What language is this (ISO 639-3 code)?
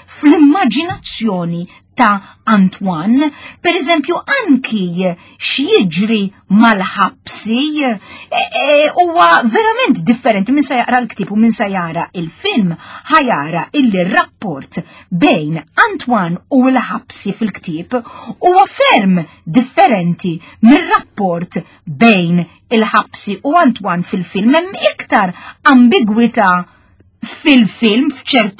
mlt